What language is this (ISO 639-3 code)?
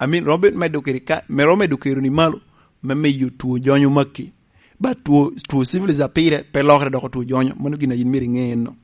laj